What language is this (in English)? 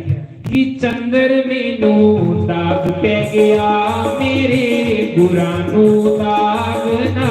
Dogri